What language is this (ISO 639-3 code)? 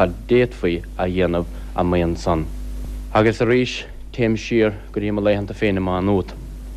gle